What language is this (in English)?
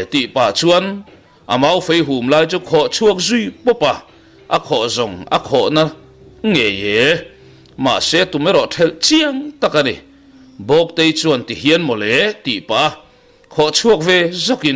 Mizo